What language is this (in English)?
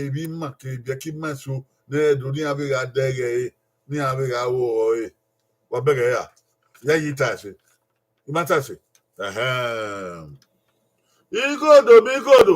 Bini